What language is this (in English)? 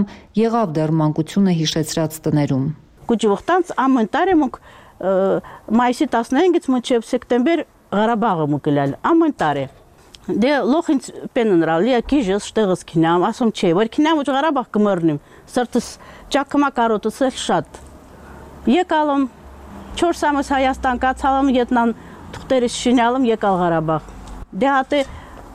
Armenian